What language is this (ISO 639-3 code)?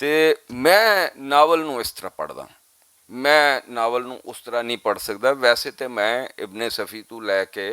lah